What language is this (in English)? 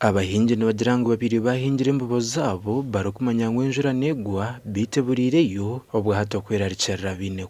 Nyankole